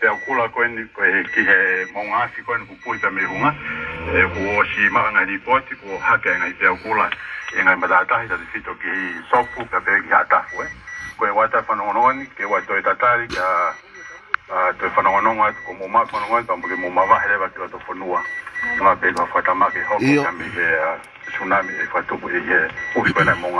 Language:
Tongan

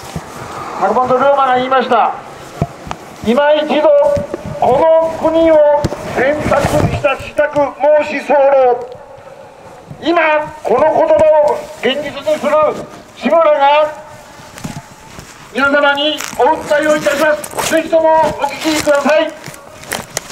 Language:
Japanese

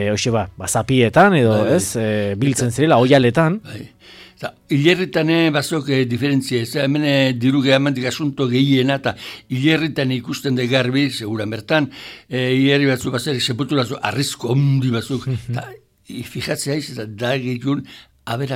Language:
Basque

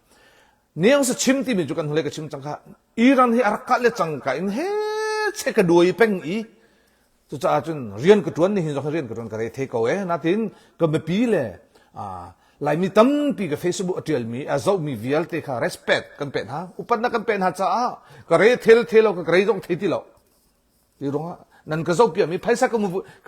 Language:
Hakha Chin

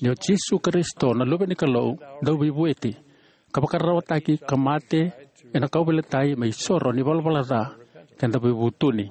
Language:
Fijian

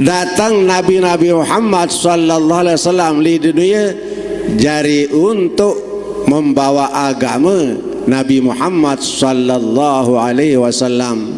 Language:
Sasak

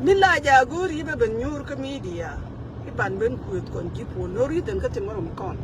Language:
Nuer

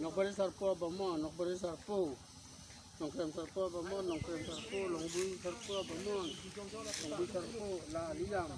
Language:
Karbi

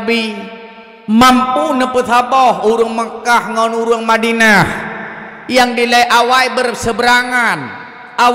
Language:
Achinese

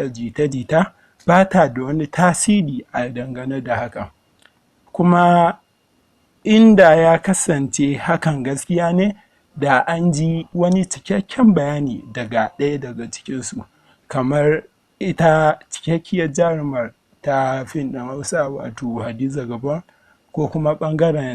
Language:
Hausa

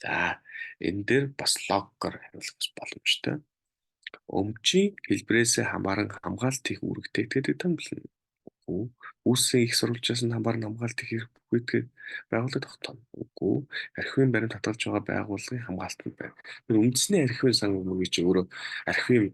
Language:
Mongolian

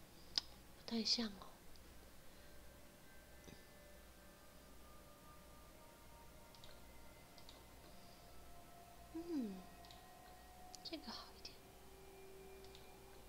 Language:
Chinese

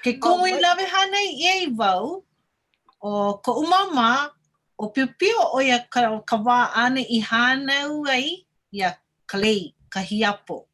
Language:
Hawaiian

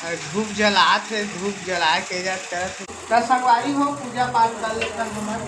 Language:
Chhattisgarhi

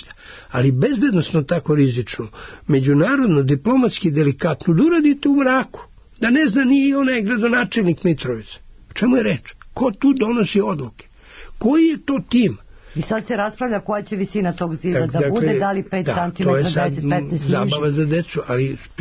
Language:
Serbian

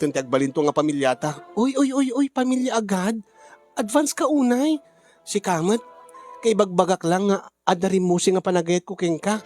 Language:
Iloko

